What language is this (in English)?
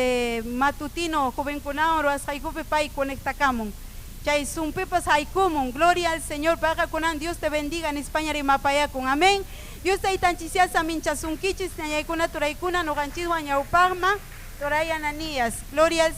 Ayacucho Quechua